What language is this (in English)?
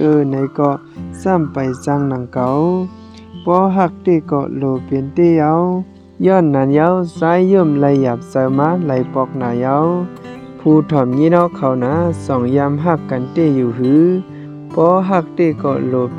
Shan